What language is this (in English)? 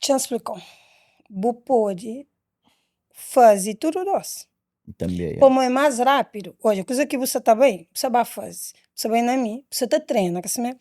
Kabuverdianu